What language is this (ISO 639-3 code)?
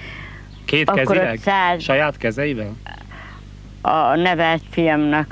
hun